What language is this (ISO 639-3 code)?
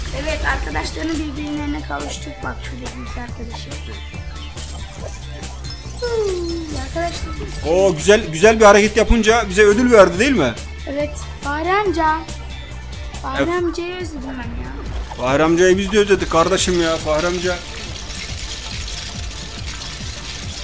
tur